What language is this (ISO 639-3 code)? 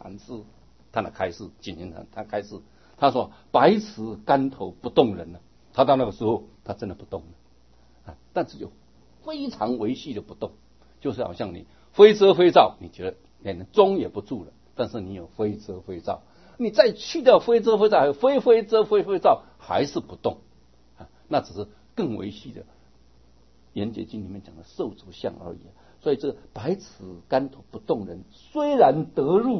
zho